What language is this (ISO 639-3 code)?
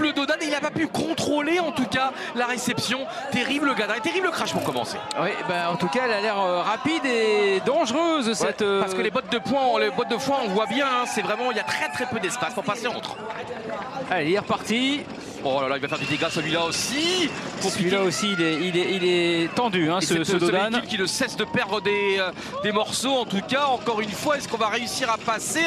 fra